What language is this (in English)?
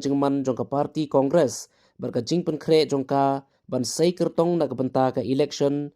Khasi